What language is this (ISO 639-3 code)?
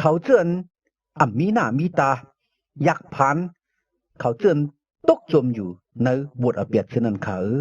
shn